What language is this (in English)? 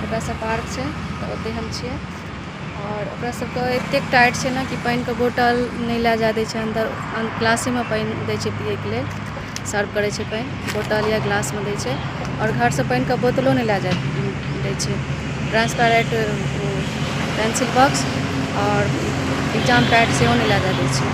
Maithili